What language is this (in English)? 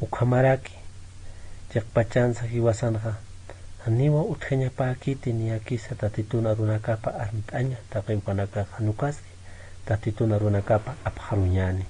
Aymara